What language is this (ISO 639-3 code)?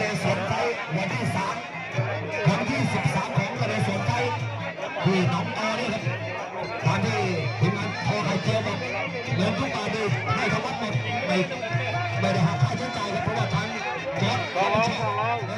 lao